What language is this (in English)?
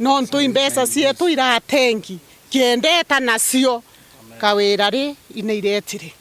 Meru